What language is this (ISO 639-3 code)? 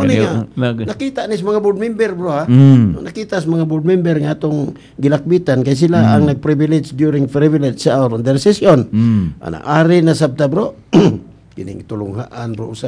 ceb